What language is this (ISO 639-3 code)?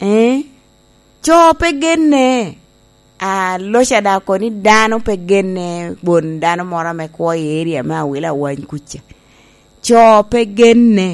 laj